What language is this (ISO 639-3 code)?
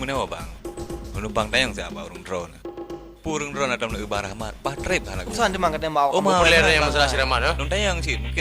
ace